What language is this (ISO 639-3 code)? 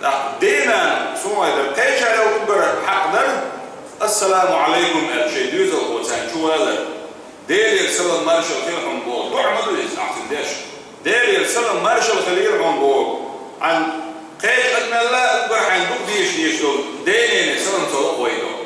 che